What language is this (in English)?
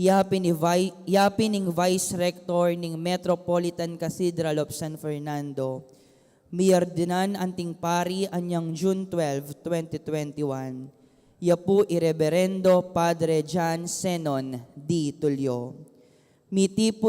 Pampanga